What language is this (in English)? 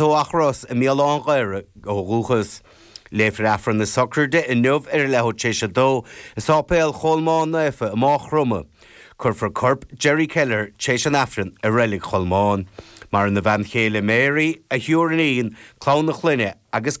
Irish